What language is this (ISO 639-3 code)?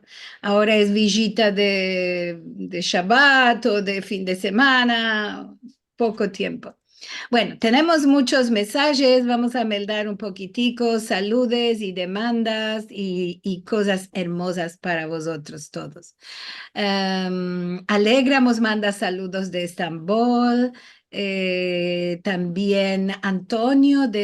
lad